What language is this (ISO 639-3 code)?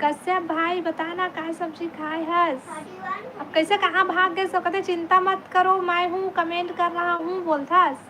hne